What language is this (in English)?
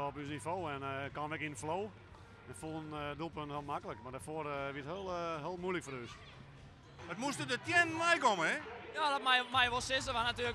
Western Frisian